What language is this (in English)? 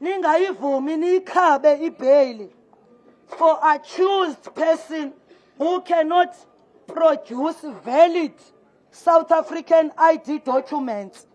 Zulu